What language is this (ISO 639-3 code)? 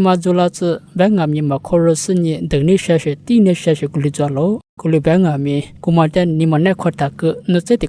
lis